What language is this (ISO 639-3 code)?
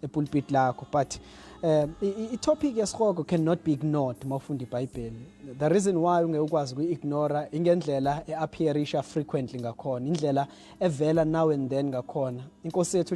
zul